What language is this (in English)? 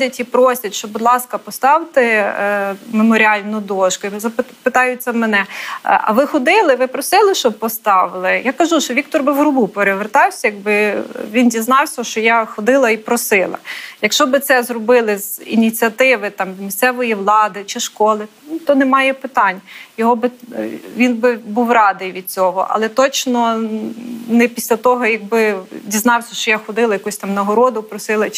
Ukrainian